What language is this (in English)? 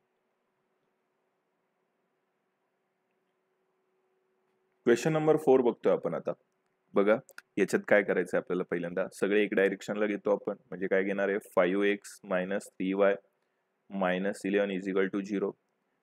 Marathi